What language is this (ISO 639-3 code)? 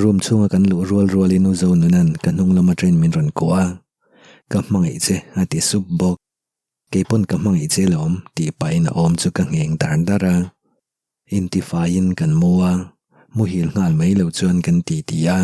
lus